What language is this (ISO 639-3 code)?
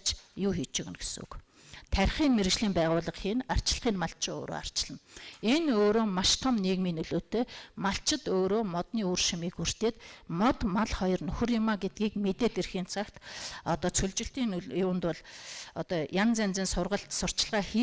mon